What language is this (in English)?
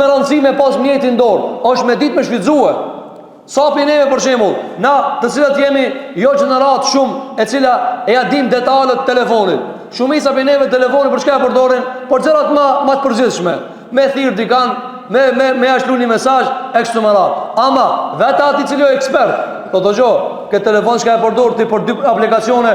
Albanian